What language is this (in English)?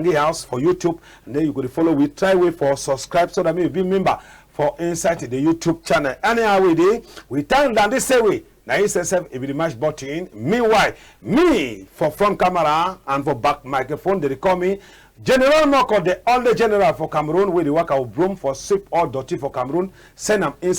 Cameroon Pidgin